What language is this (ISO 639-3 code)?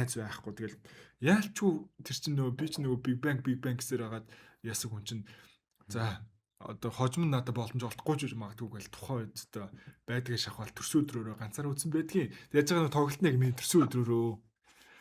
mon